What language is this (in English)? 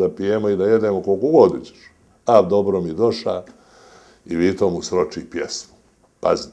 Bosnian